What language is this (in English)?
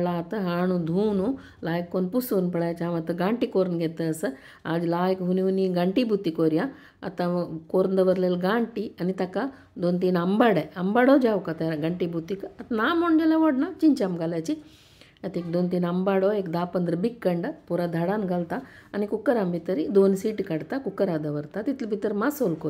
Konkani